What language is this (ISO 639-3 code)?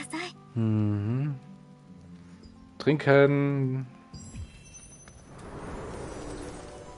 deu